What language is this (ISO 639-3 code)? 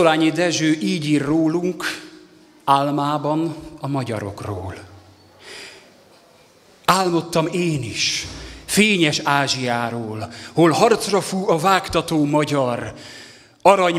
hun